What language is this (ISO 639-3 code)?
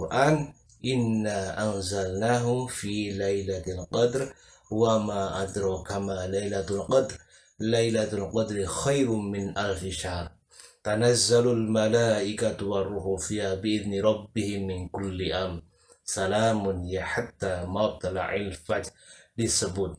sun